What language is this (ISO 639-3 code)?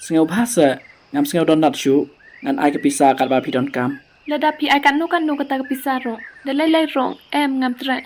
kha